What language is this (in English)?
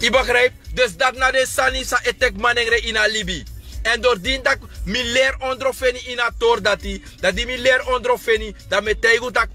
Sranan Tongo